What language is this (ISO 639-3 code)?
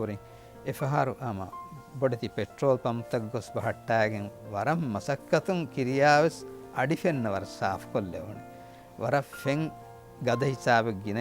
div